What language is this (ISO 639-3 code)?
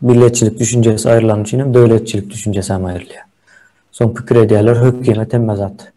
tuk